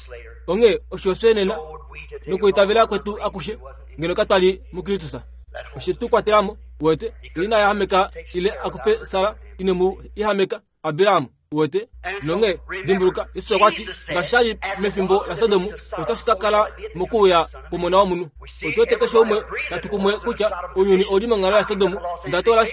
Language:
Kuanyama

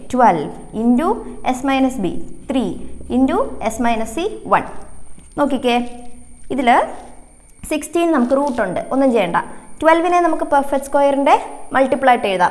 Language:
Malayalam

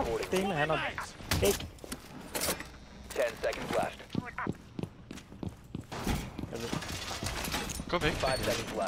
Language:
Danish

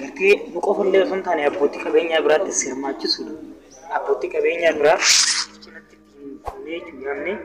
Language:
Oromo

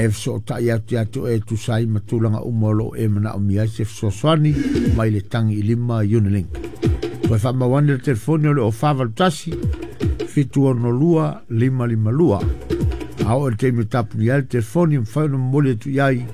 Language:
Samoan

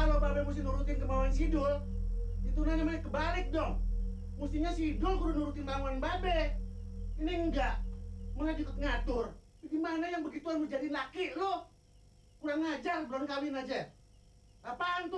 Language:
Betawi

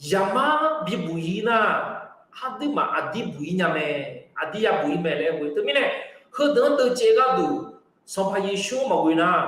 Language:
Akha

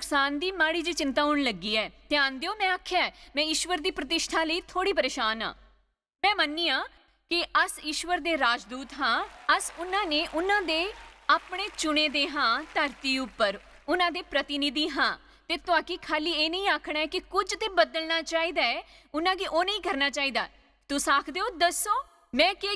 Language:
Dogri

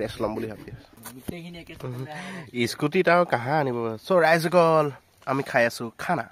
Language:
Assamese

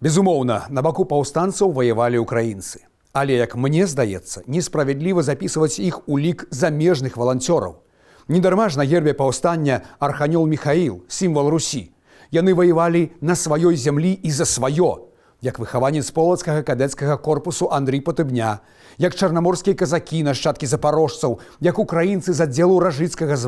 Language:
Belarusian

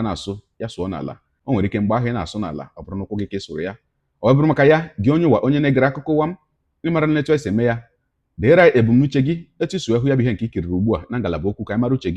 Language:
Igbo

